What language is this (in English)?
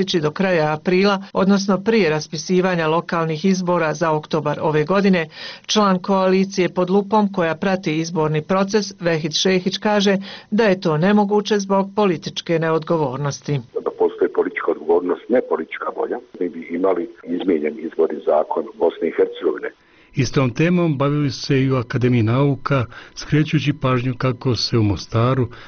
Bosnian